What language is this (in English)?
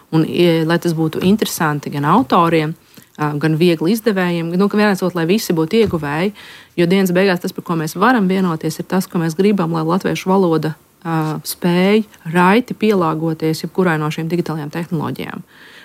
Latvian